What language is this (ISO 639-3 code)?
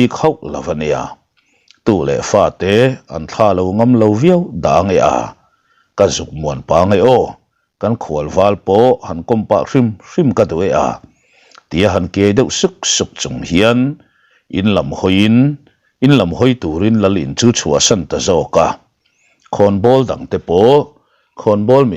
lus